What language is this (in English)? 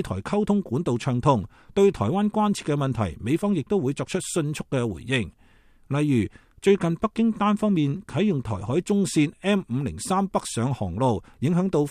Cantonese